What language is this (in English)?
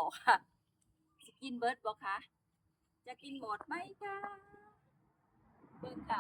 Northeastern Thai